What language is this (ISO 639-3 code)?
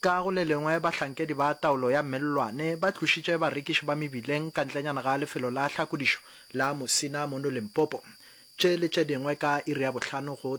nso